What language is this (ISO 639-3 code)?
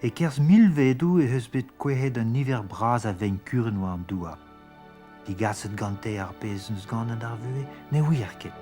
bre